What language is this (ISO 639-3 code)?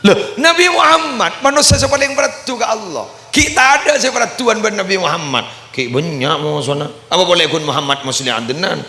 mad